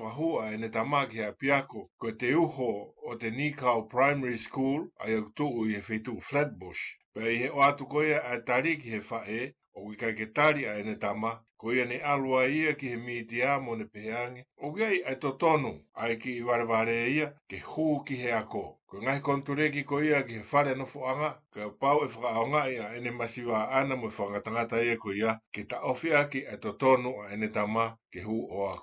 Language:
Tongan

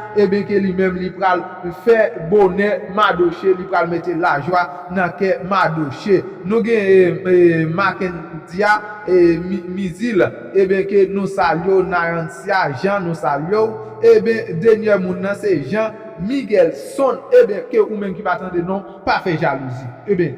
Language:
Haitian Creole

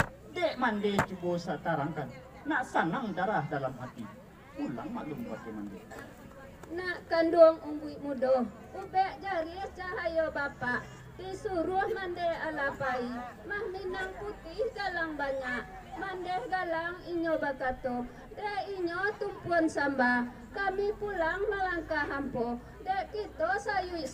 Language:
Minangkabau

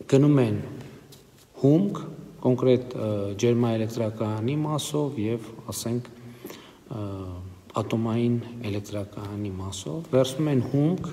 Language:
Armenian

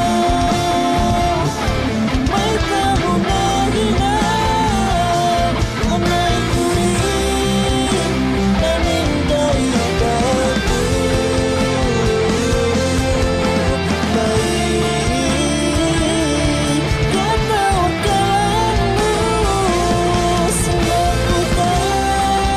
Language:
Tausug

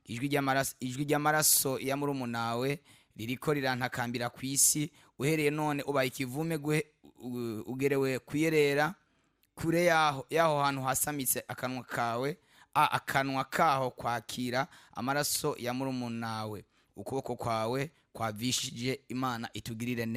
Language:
Rundi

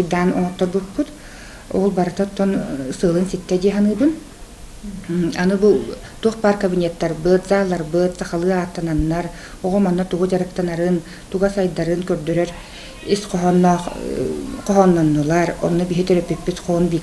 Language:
Yakut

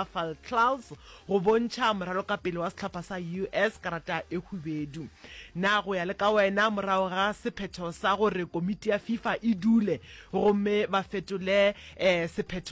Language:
Northern Sotho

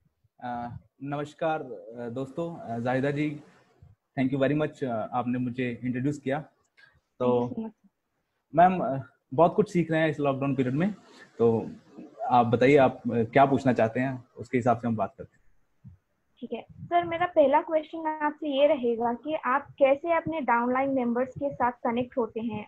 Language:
Hindi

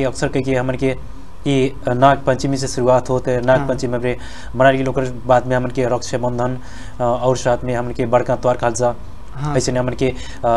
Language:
Bhojpuri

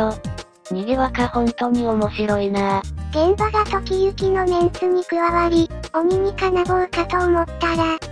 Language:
Japanese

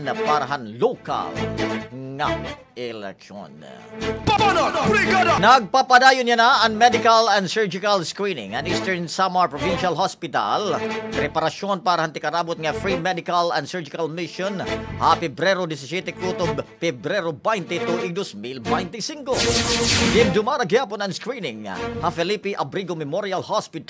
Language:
Waray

